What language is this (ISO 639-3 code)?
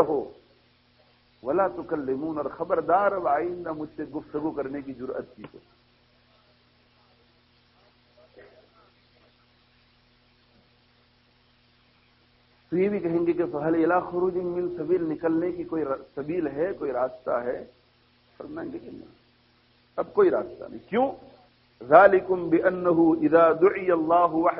urd